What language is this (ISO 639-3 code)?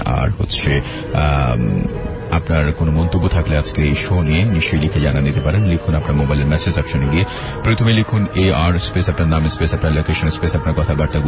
ben